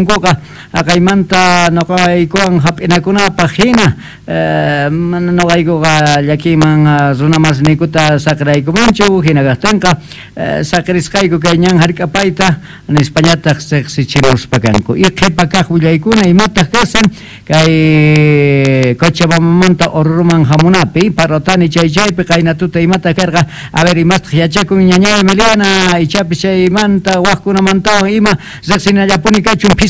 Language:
South Bolivian Quechua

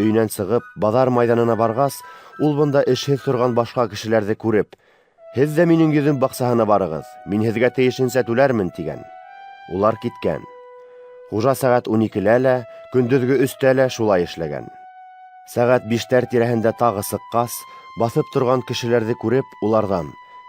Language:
Bashkir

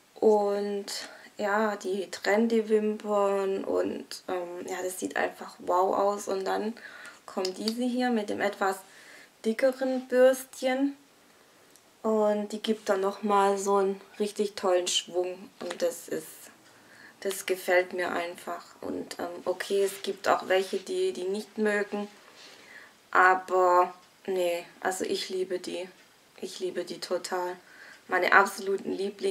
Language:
German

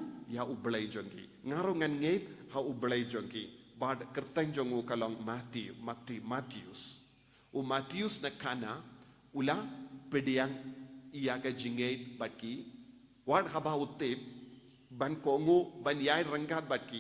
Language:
Khasi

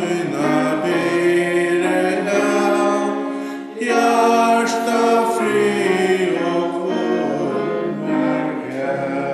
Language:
Faroese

